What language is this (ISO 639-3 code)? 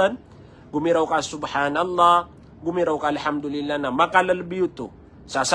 mrw